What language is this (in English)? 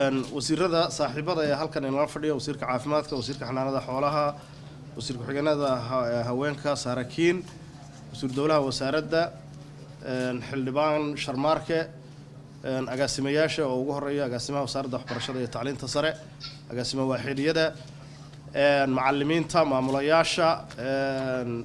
Somali